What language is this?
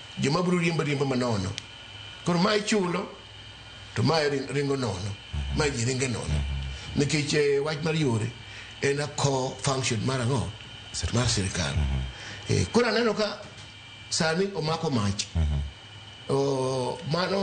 Luo (Kenya and Tanzania)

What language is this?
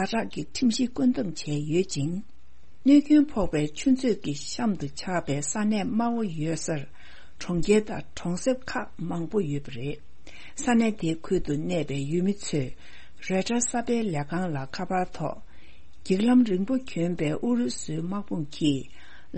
Tibetan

